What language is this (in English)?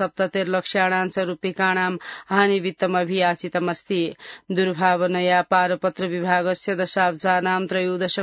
Sanskrit